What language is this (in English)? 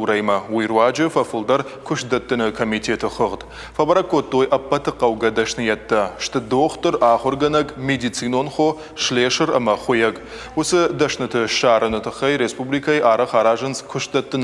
Ossetic